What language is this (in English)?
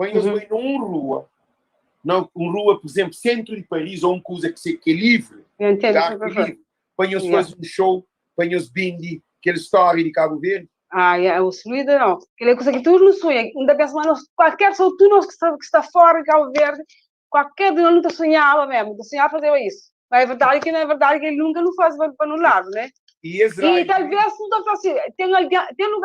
Kabuverdianu